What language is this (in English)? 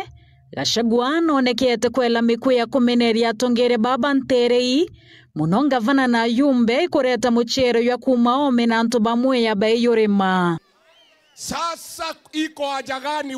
Meru